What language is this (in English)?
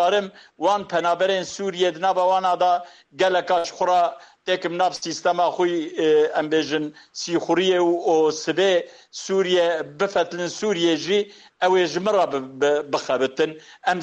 Kurdish